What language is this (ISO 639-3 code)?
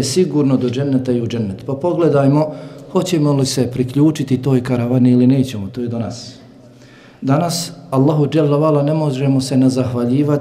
bos